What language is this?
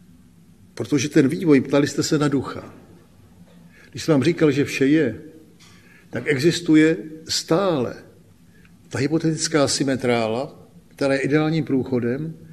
Czech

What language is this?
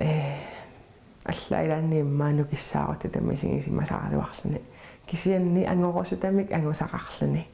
Kalaallisut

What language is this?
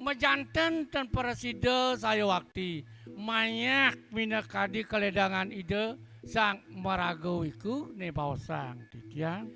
Balinese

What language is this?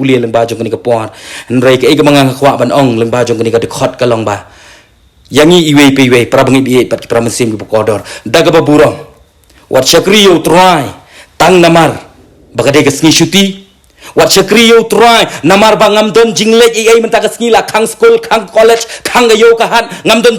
Khasi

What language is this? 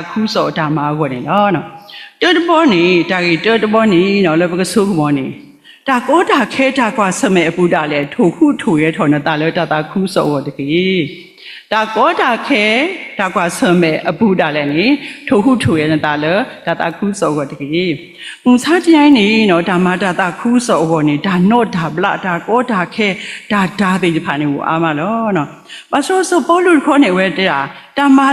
S'gaw Karen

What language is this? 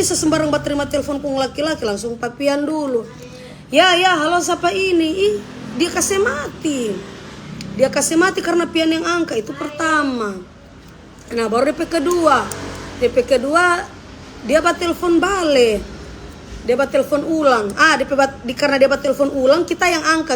Manado Malay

